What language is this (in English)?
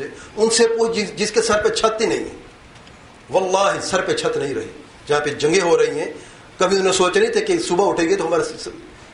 Urdu